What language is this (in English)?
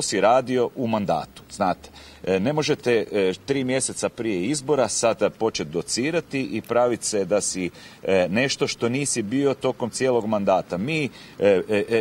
Croatian